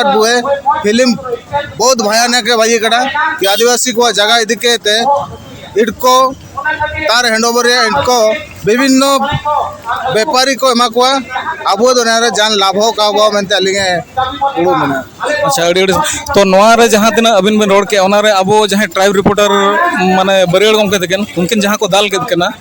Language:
Santali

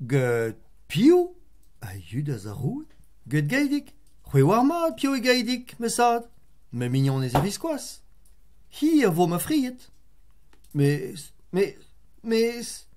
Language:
Breton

